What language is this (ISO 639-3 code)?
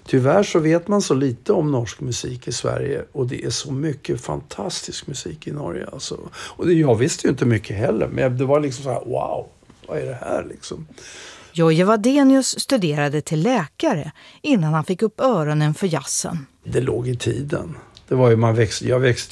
swe